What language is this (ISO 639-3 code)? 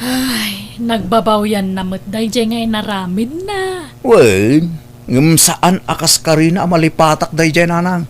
ilo